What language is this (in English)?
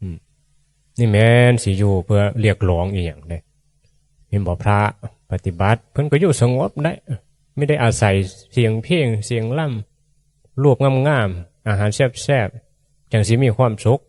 Northeastern Thai